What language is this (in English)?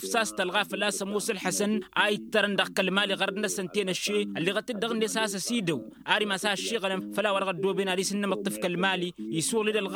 Tamasheq